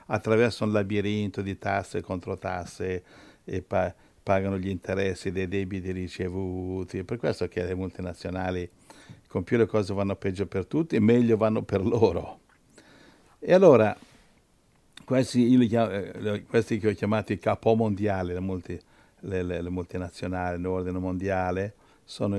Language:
Italian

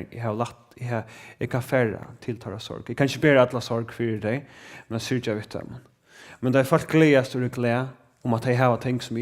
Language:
Faroese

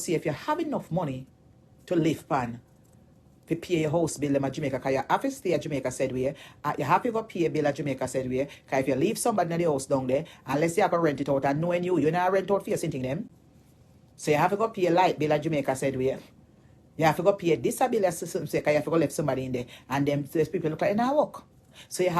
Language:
Jamaican Creole English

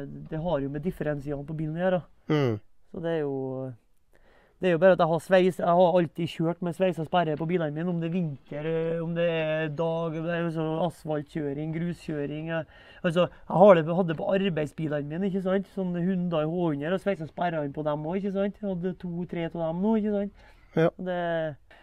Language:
Norwegian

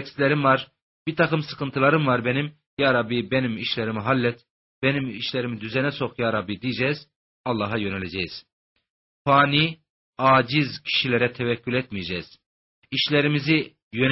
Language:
Turkish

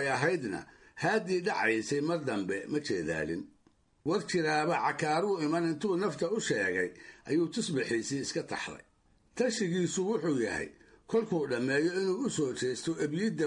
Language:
Somali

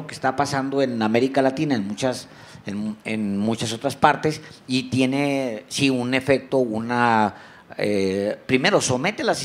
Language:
Spanish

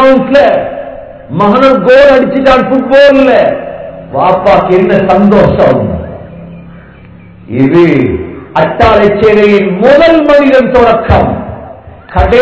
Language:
Tamil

